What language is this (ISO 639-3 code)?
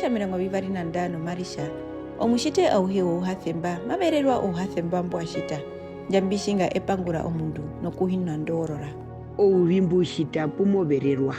her